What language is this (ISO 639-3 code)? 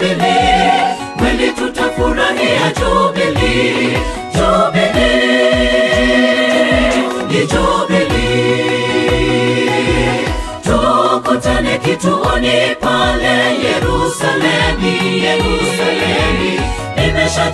swa